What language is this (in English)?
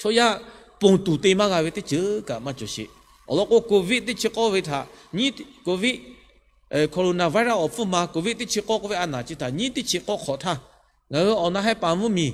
Lahu